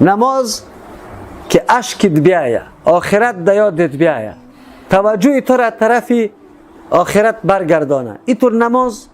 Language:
Persian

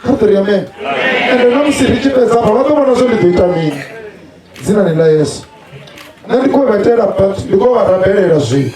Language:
Venda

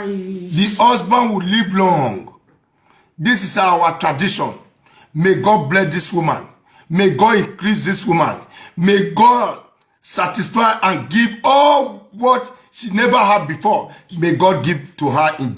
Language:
Nigerian Pidgin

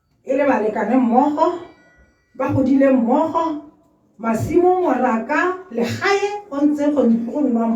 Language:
Tswana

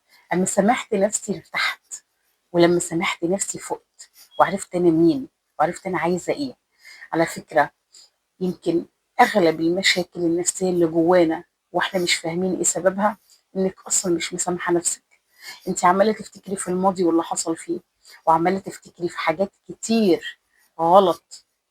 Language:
Egyptian Arabic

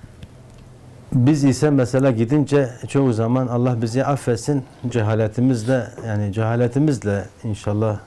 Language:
Turkish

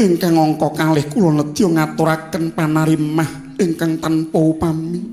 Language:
Javanese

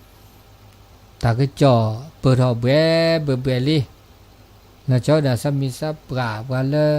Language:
S'gaw Karen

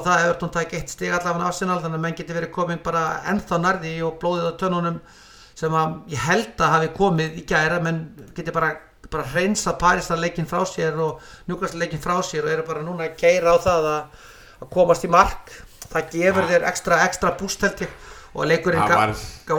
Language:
Icelandic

